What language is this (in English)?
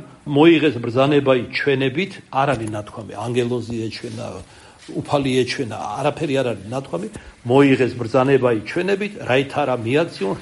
Georgian